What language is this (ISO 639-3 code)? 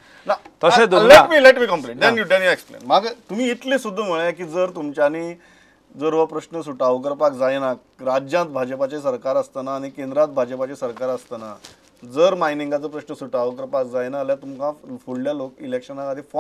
kok